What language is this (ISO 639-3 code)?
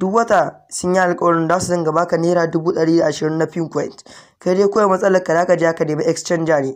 hau